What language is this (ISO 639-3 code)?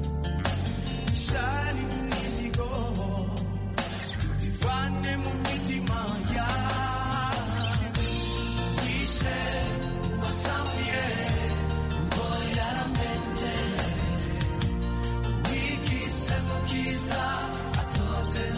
kin